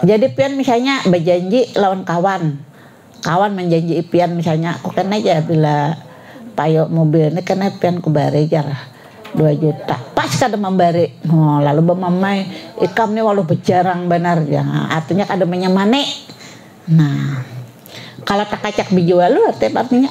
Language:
Banjar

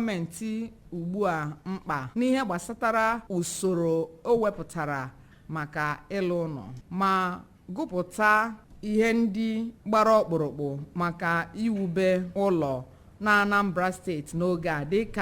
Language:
Igbo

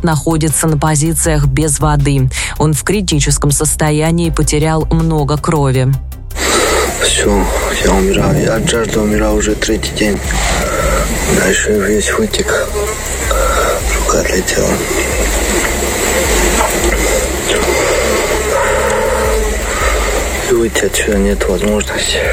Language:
Russian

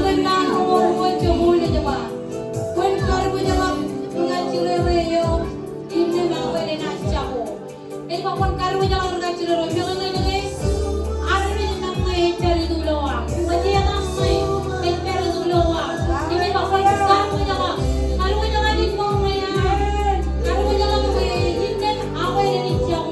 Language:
Marshallese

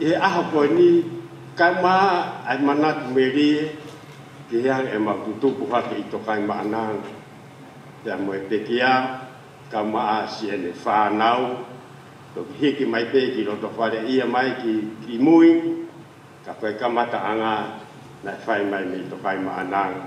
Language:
Tongan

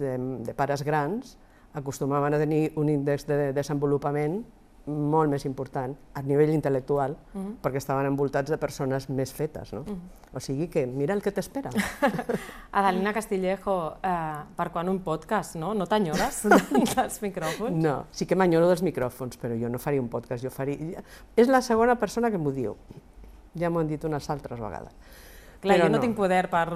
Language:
Catalan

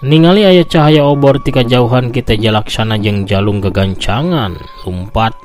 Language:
Sundanese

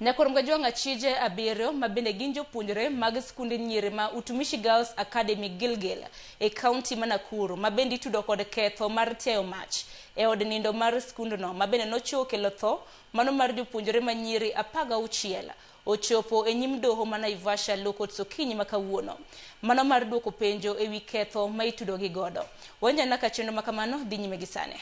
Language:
Luo (Kenya and Tanzania)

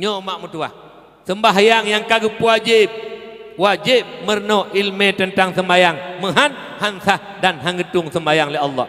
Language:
Achinese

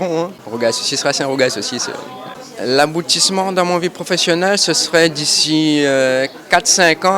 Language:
Réunion Creole French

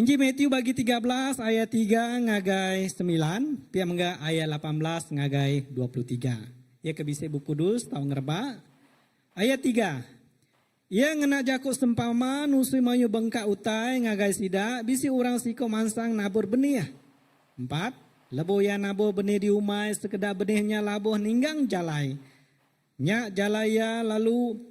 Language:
Iban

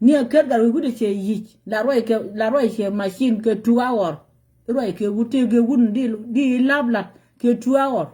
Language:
Nuer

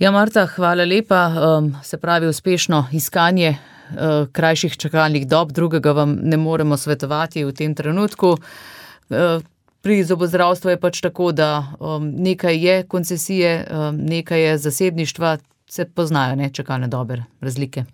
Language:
Slovenian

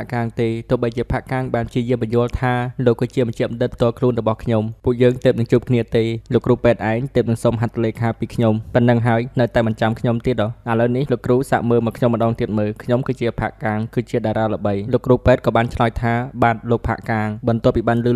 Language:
Khmer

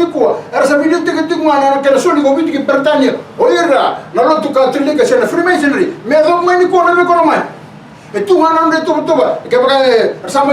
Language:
Fijian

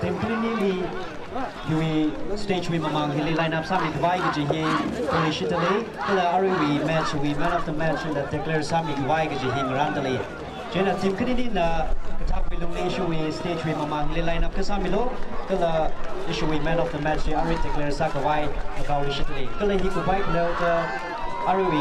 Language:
Tangkhul Naga (India)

